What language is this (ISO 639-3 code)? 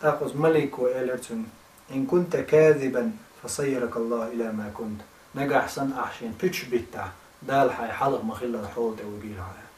che